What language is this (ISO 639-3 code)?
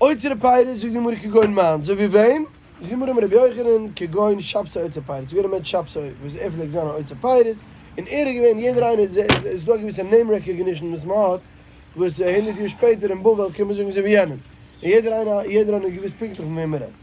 yid